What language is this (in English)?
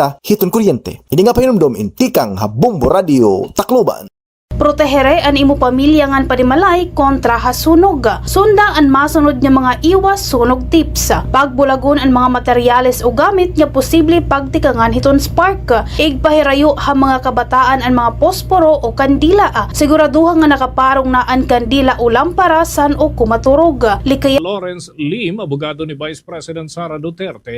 Waray